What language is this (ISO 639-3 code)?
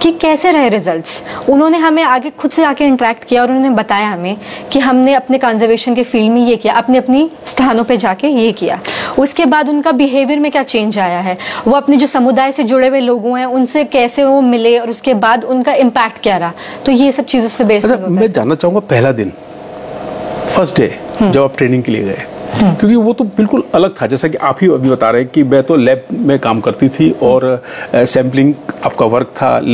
hin